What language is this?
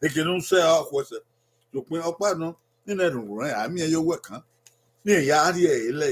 Bini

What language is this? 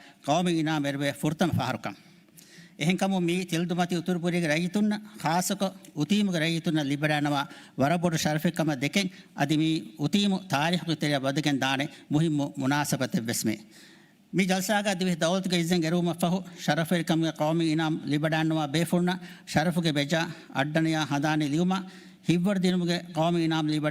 Divehi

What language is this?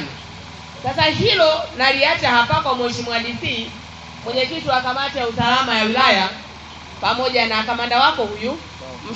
Swahili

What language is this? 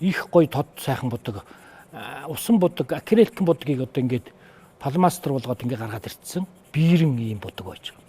Mongolian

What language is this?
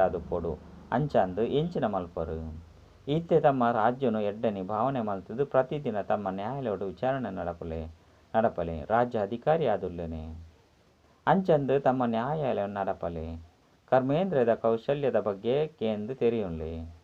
Tulu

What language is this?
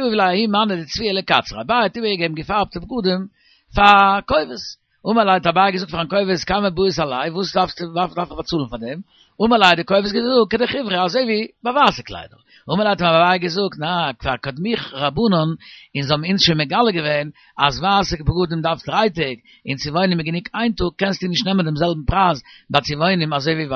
Yiddish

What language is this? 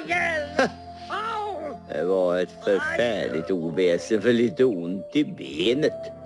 Swedish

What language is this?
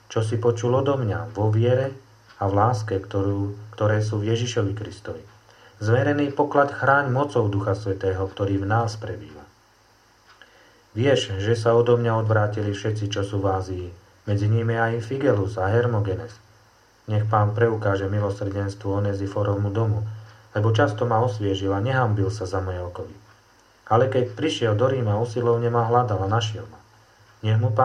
Slovak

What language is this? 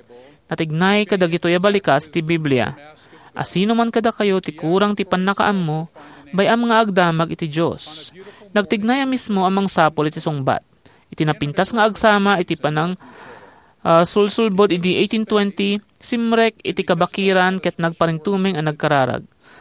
Iloko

